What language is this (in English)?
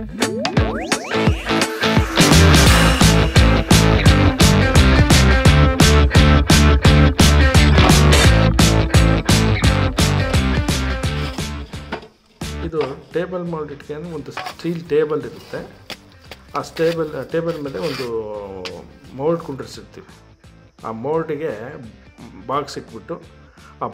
Kannada